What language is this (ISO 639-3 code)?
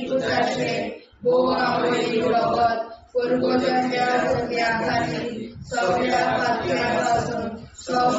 kok